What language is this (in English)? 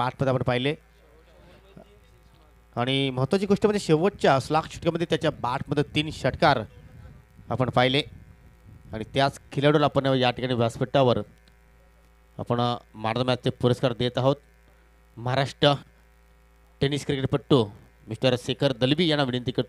Marathi